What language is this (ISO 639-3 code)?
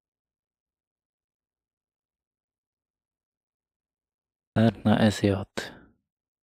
pol